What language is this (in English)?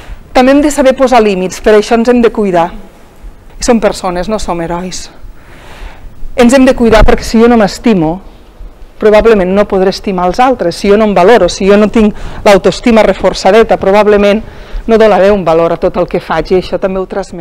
Catalan